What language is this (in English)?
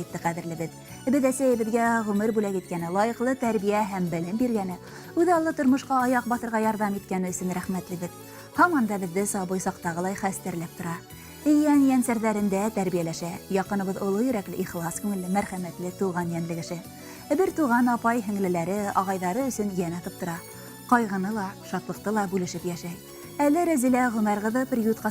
Bashkir